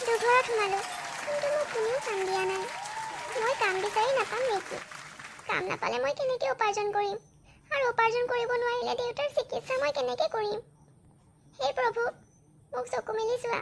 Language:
Assamese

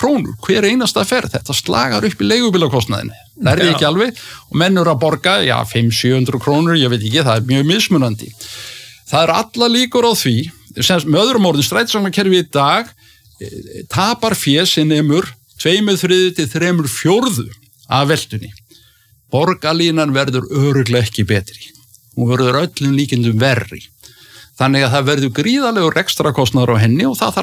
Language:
Icelandic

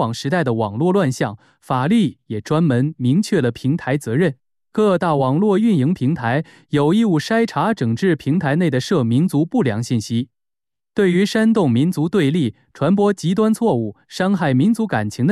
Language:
Chinese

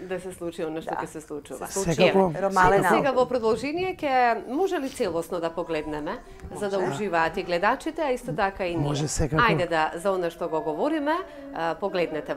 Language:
Macedonian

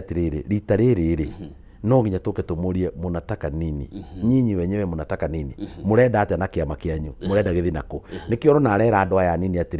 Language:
Kikuyu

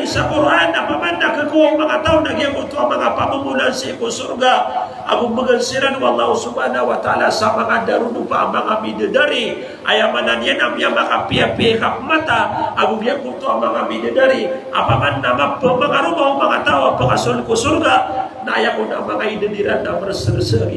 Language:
Maranao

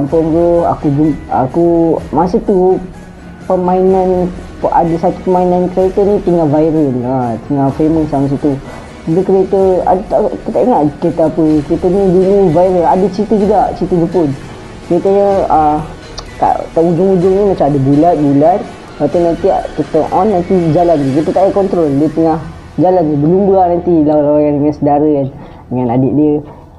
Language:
Malay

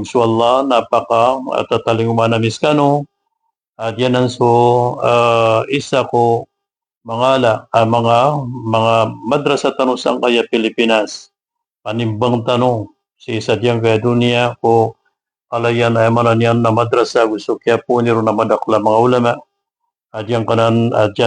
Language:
Maranao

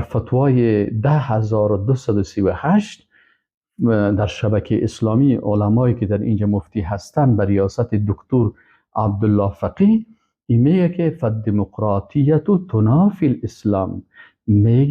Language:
Persian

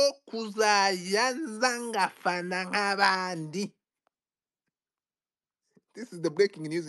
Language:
Kinyarwanda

